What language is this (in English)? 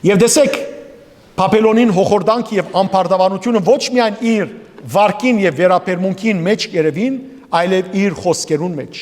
Western Armenian